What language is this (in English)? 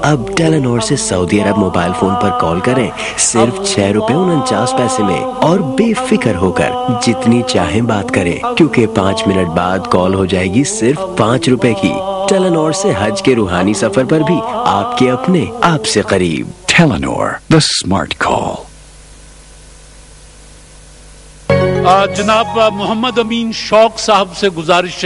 Urdu